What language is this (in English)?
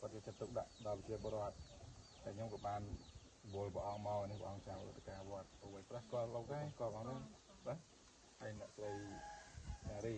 Khmer